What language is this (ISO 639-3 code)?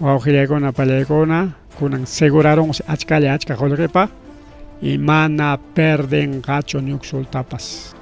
quy